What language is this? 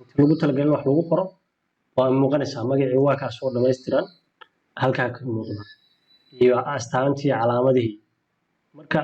Somali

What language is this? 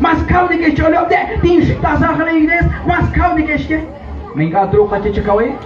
Kekchí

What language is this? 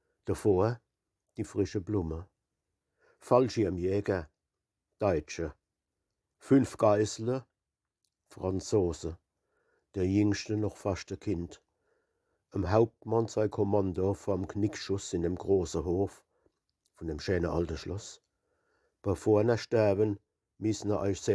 Palatine German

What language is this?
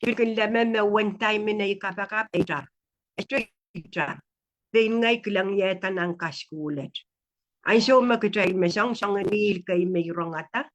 Pohnpeian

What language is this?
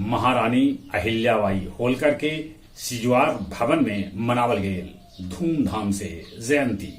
Magahi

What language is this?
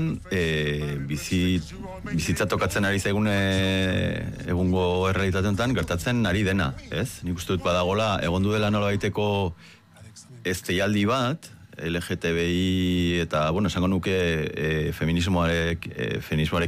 Basque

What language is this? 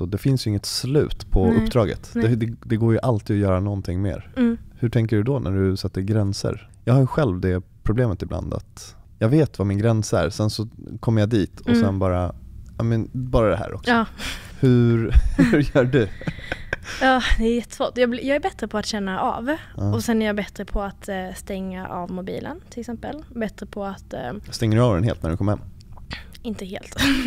Swedish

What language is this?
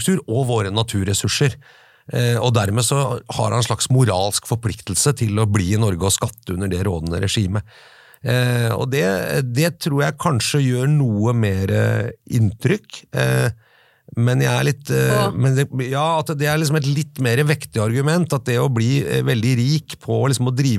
Norwegian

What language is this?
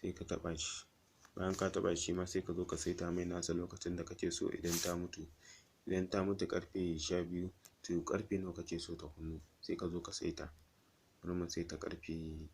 Hausa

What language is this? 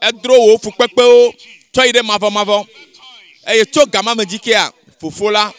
Ewe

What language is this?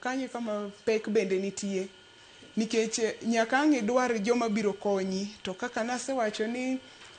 Luo (Kenya and Tanzania)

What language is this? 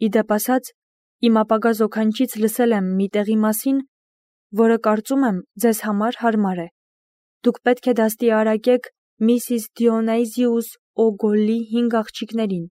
Armenian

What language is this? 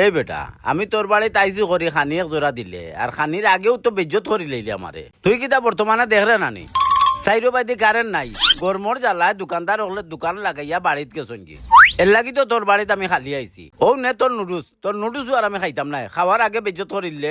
Sylheti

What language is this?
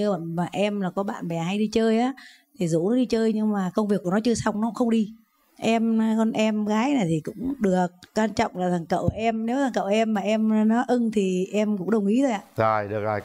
Vietnamese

